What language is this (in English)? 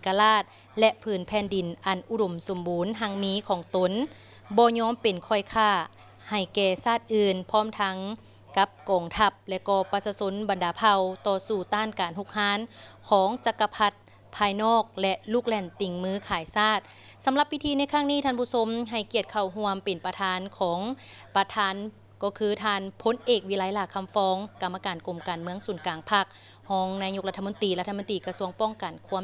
Lao